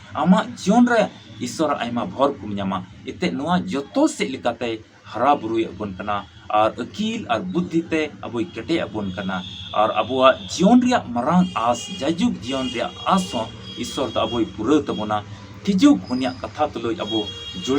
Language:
Santali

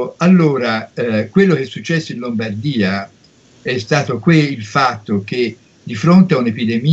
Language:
Italian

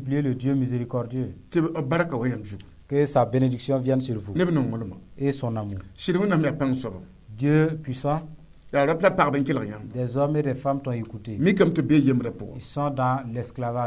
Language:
Mossi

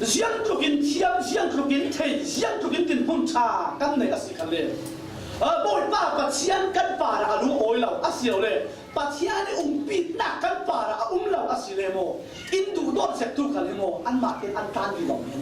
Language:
Falam Chin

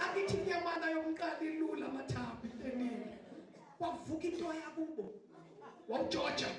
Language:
Zulu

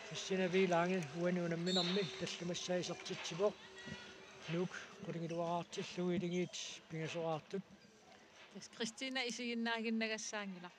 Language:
Kalaallisut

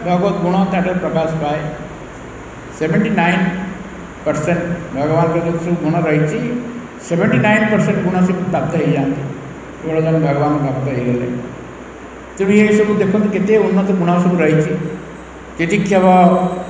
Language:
Odia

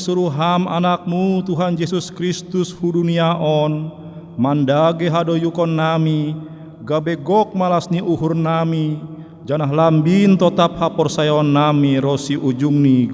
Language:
Batak Simalungun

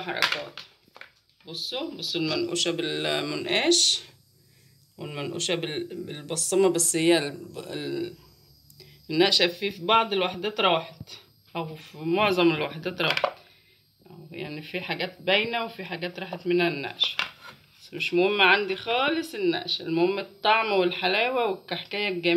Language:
Egyptian Arabic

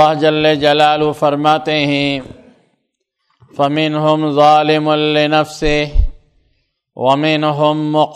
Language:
Urdu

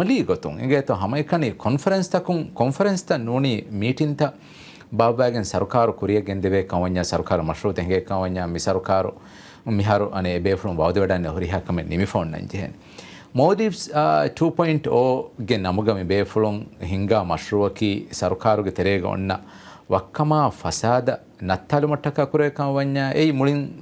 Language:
Divehi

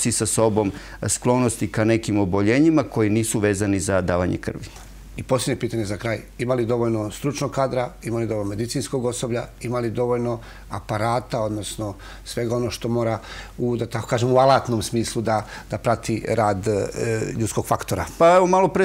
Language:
Serbian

